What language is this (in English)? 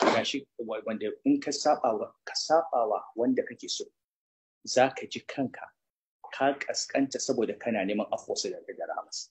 Hausa